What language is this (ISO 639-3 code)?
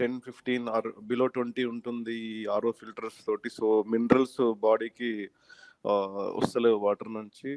tel